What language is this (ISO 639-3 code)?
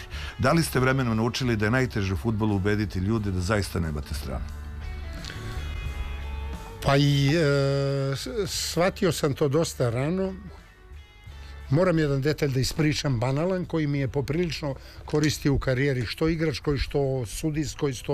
srp